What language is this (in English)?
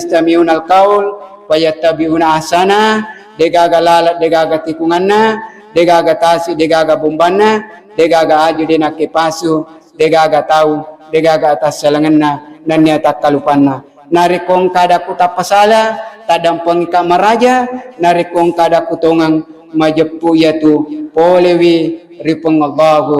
Buginese